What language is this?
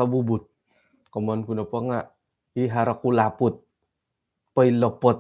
Central Dusun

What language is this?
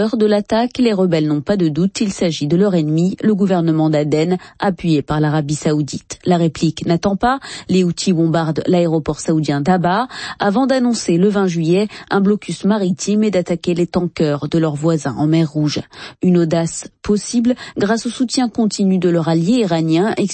French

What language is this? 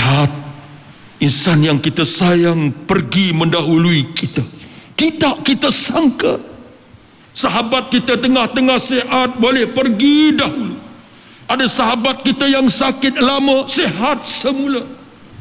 Malay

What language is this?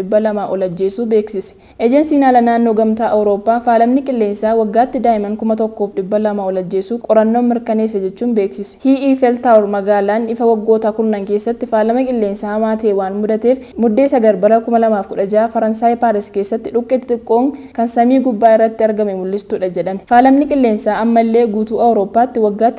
Oromo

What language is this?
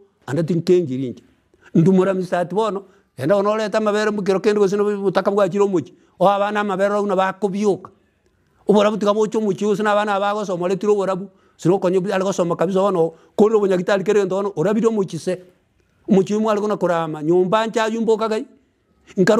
Gusii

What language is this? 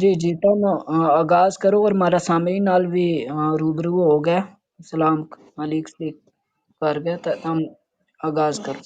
Gujari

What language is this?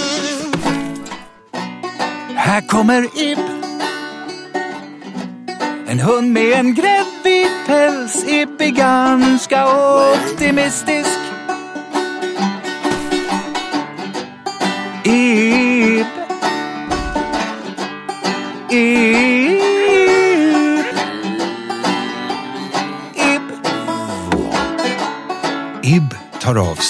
Swedish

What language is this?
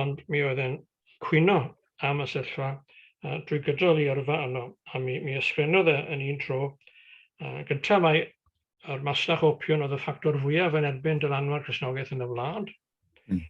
Welsh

